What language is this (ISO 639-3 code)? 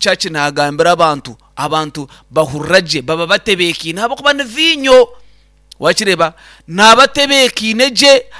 nyn